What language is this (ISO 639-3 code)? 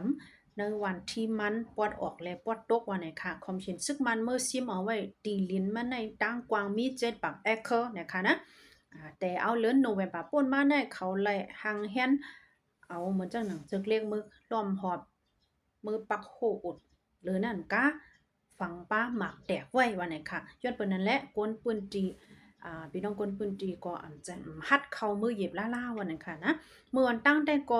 shn